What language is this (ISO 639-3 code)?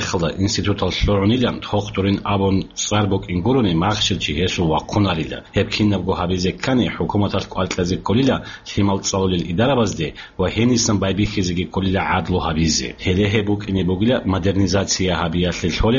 ava